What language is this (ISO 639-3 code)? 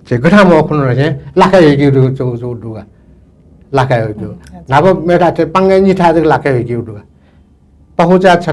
new